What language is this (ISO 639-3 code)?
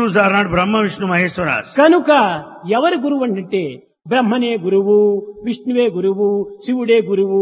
tel